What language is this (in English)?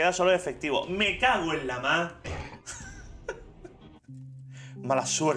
Spanish